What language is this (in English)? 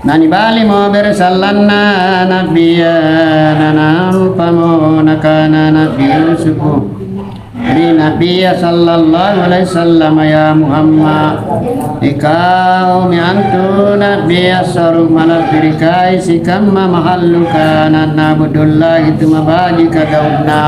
Makasar